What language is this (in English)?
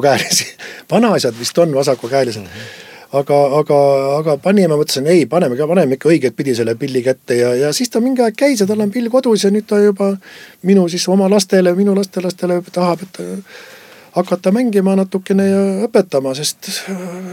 Estonian